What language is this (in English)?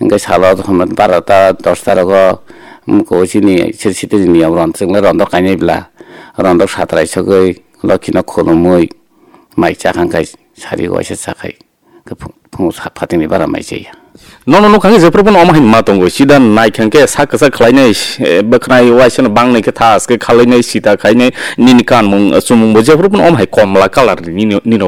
Kok Borok